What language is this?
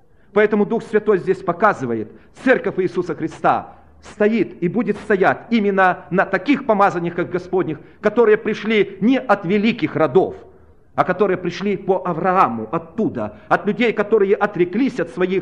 Russian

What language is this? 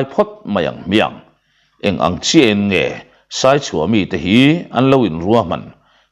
Mizo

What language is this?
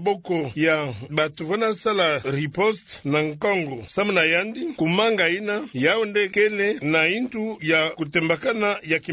Kituba (Democratic Republic of Congo)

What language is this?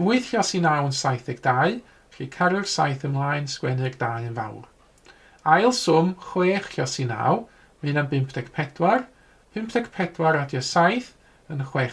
Welsh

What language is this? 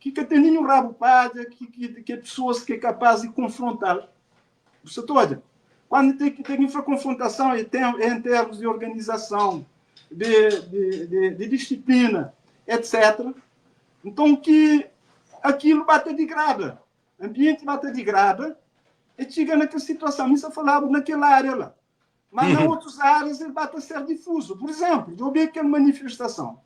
Kabuverdianu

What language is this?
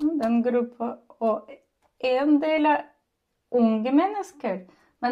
Norwegian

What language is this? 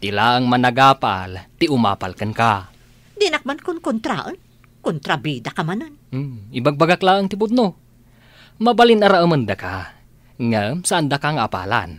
Iloko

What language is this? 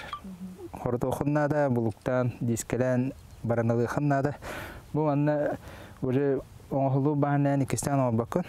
Yakut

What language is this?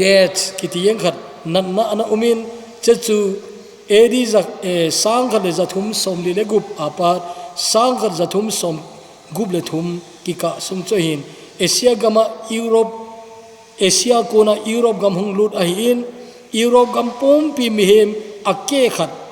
Thado Chin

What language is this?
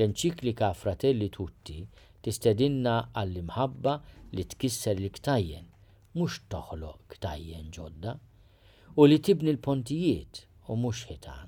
Maltese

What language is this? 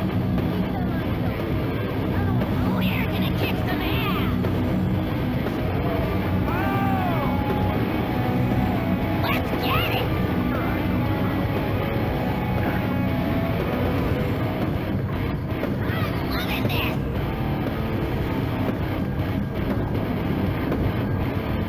English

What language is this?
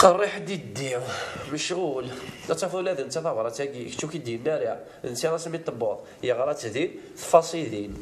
Kabyle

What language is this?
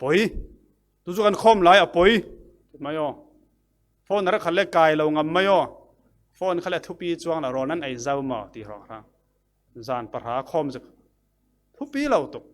Falam Chin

